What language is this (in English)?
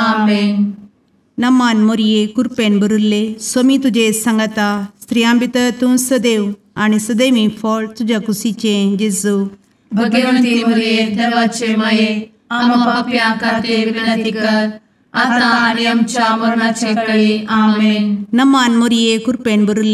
Konkani